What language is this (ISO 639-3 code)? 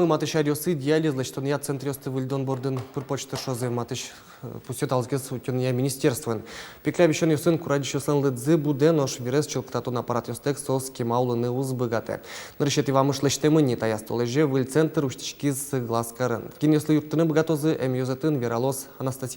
udm